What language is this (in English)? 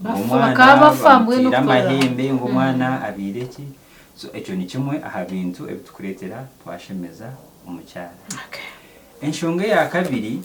Nyankole